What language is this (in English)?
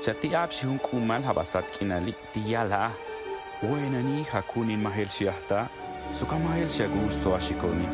Tojolabal